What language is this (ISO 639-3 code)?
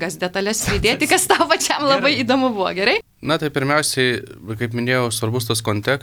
lit